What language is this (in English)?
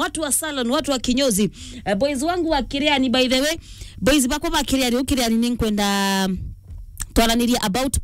Meru